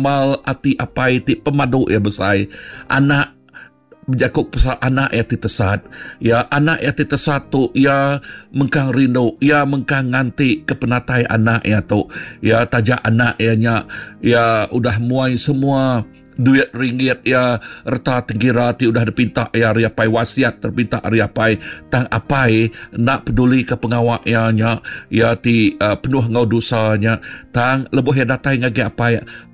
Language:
Iban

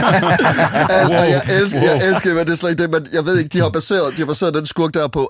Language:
Danish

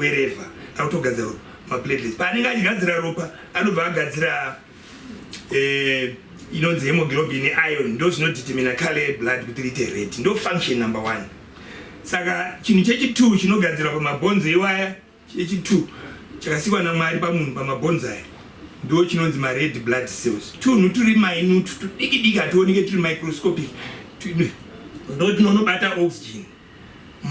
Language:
Shona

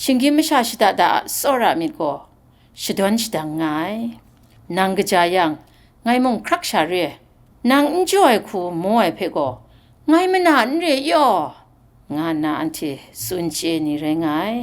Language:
Kachin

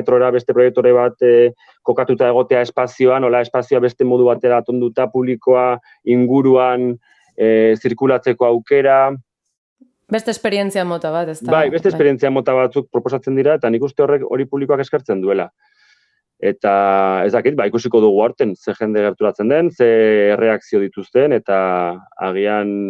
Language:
Basque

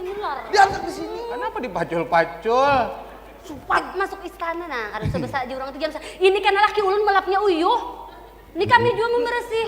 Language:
Banjar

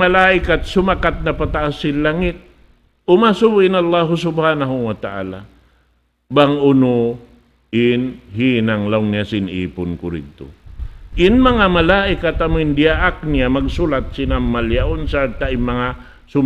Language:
Tausug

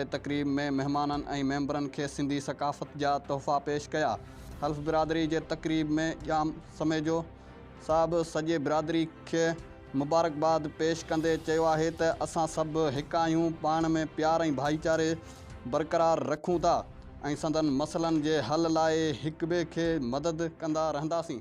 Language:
Sindhi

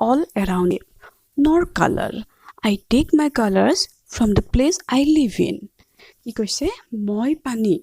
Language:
Assamese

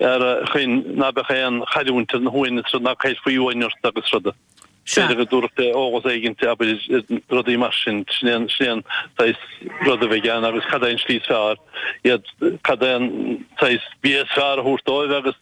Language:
Irish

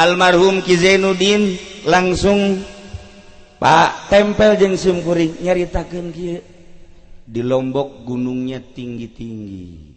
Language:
Sundanese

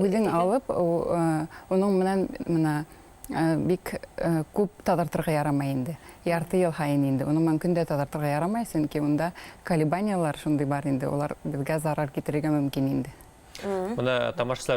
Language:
Bashkir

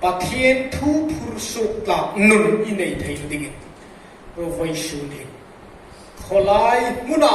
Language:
Hmar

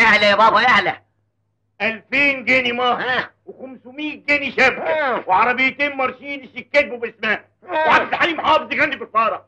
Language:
Egyptian Arabic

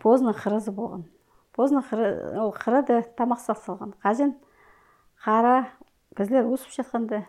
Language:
Kyrgyz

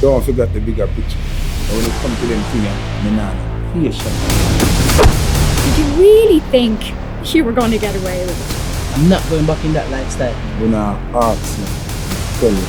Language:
Jamaican Creole English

